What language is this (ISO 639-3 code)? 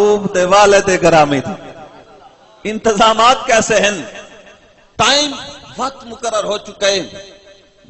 skr